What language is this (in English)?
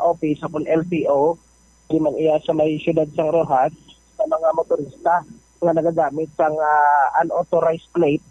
Hiligaynon